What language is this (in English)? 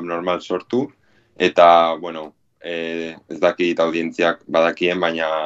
Basque